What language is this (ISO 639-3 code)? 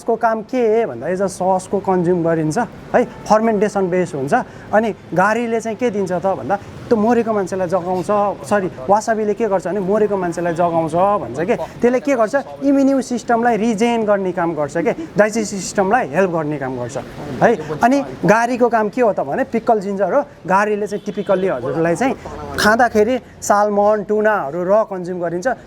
nep